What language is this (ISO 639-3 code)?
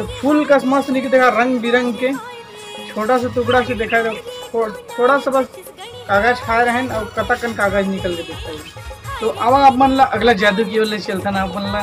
hne